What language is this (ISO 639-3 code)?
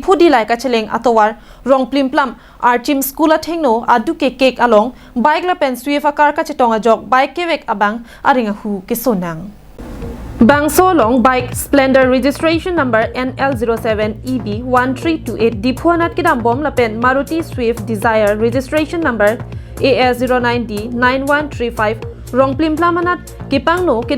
mjw